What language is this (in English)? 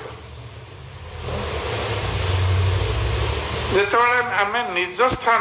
Odia